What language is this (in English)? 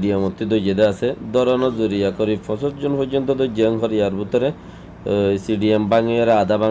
Rohingya